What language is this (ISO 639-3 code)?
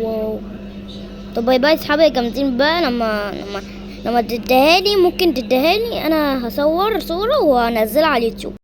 arz